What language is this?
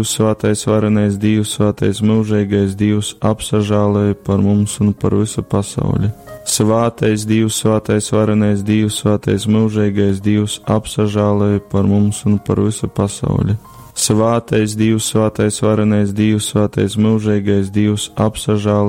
Latgalian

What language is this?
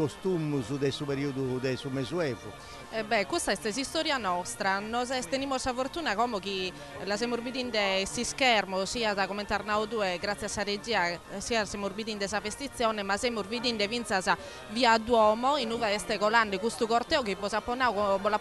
Sardinian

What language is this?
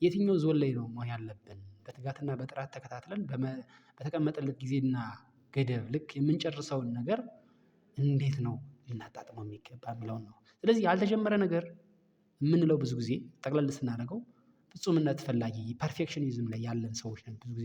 Amharic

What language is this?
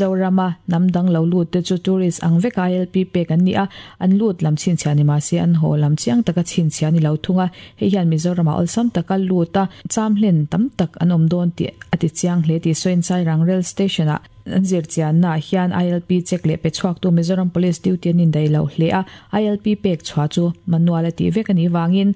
Mizo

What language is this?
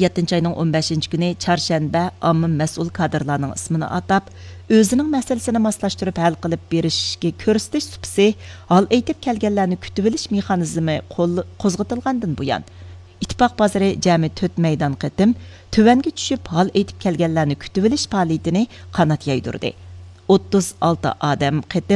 Uyghur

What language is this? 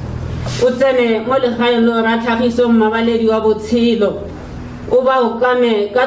Tswana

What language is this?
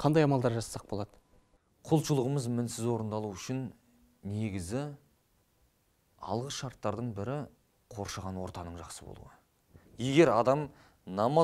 Kazakh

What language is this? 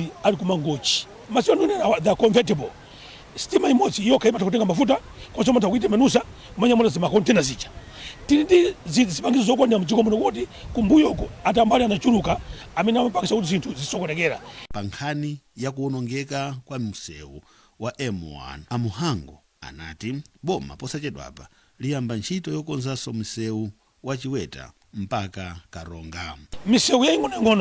Nyanja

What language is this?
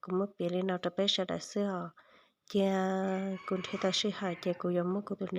Hmong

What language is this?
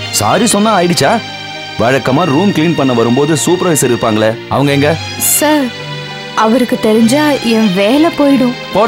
Tamil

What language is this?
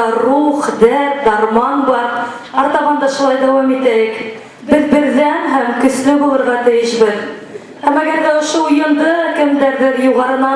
Bashkir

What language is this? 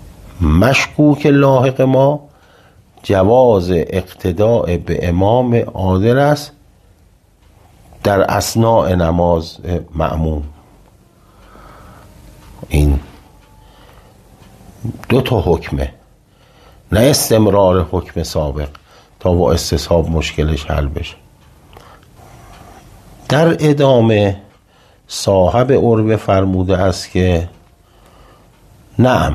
Persian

